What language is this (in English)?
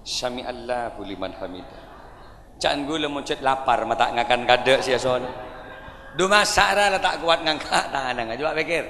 Madurese